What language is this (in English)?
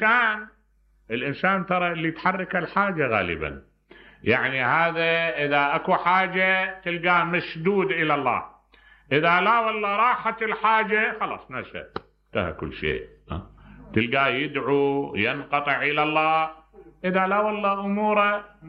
Mesopotamian Arabic